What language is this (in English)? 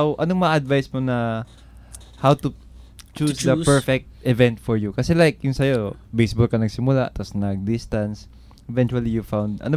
Filipino